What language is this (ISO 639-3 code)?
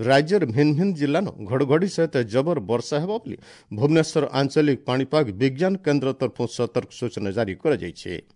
ori